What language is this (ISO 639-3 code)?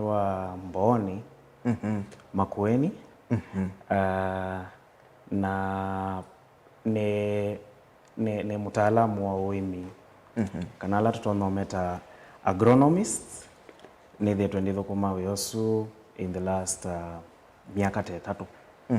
kam